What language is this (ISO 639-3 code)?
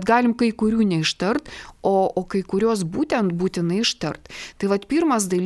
lit